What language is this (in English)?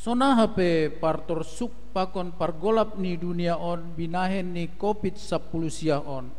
Batak Simalungun